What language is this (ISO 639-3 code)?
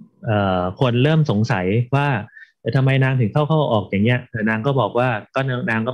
tha